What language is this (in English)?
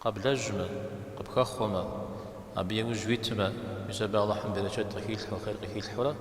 Kabardian